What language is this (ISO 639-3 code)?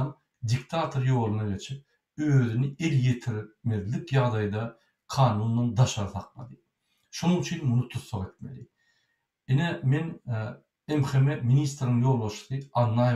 tuk